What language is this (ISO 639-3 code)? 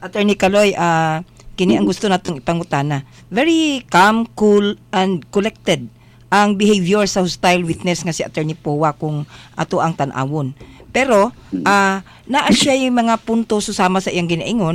ceb